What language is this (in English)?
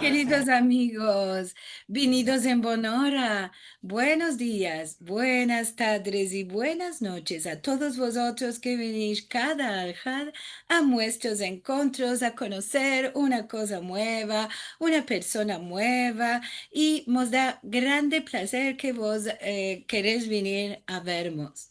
Ladino